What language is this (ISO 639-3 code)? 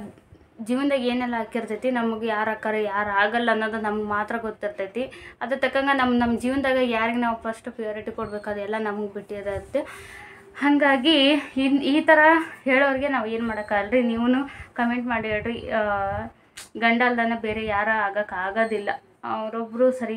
kan